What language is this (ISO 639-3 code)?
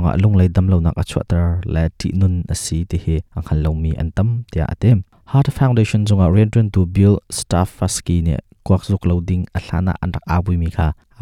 cnh